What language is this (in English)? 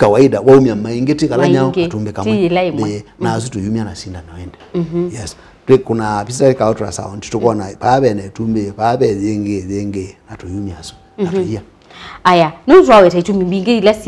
Kamba